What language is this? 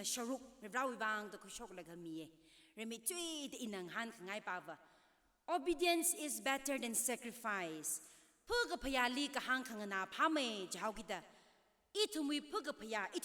Tangkhul Naga (India)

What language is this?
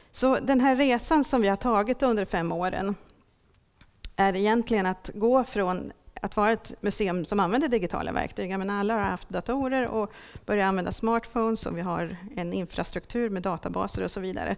Swedish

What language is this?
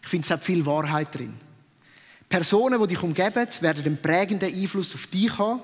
Swiss German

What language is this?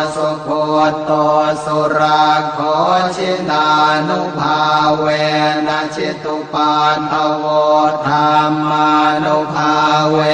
Pali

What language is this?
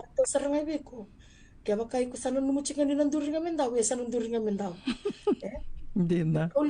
Fijian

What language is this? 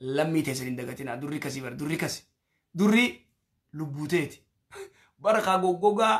Oromo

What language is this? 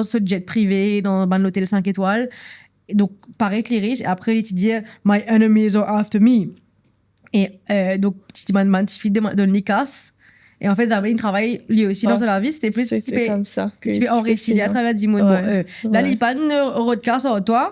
Morisyen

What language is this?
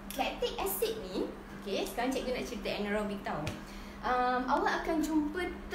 Malay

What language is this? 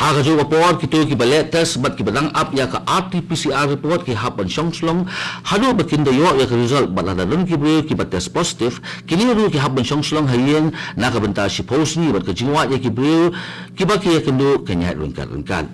Khasi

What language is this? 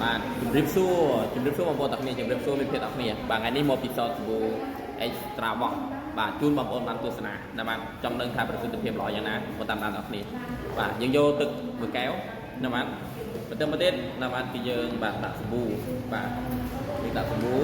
Khmer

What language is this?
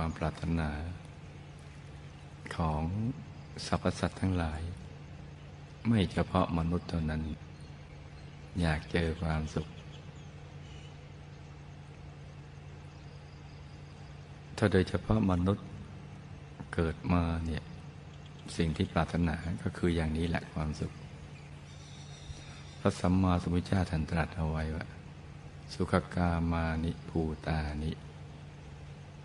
Thai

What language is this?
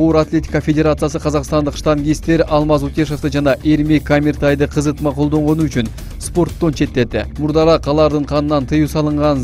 Kyrgyz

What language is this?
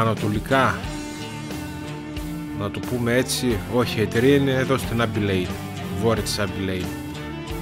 Greek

